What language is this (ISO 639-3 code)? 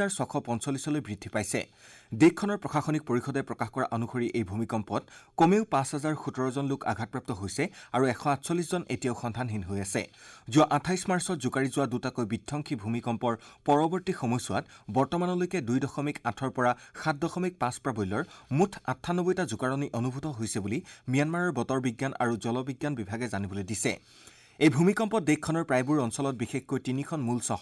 asm